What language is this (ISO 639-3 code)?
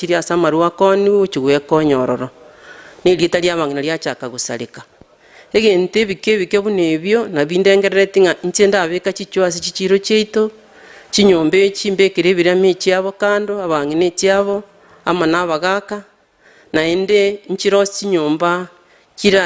guz